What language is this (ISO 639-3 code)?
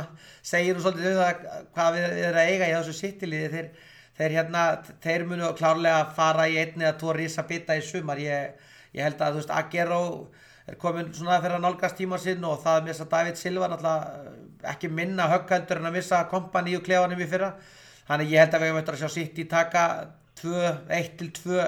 isl